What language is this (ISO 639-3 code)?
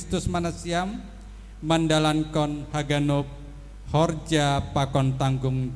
bts